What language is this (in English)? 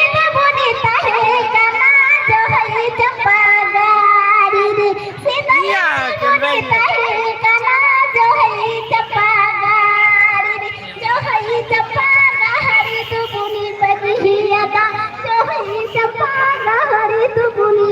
Santali